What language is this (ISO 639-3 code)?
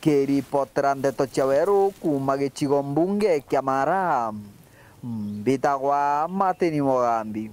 mer